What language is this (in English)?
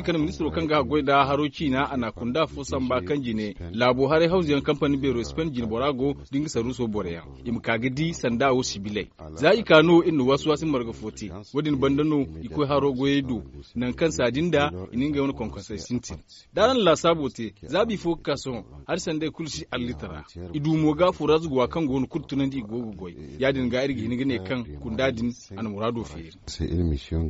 Zarma